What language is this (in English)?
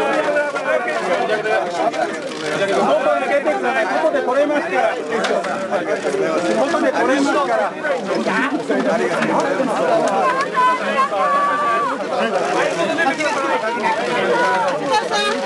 Japanese